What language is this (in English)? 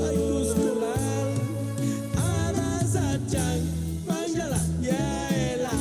Chuj